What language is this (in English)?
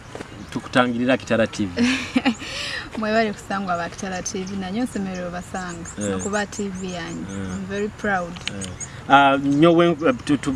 Nyoro